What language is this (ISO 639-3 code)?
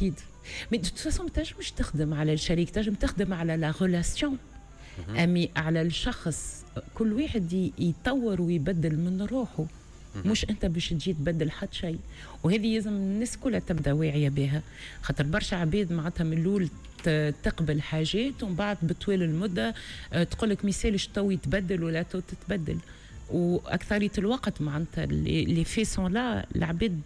aeb